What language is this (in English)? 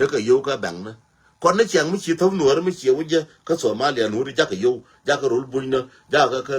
Nuer